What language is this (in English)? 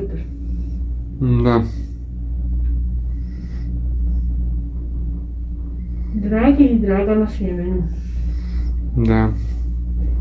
Croatian